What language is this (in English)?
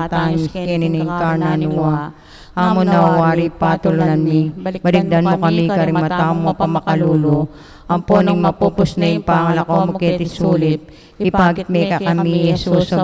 Pampanga